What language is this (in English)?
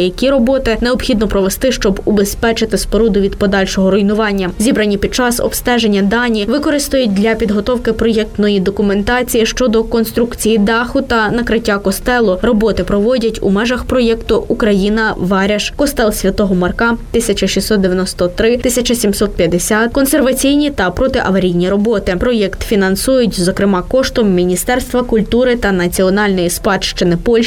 Ukrainian